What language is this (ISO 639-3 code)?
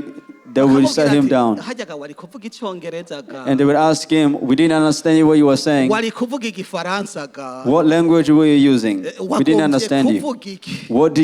run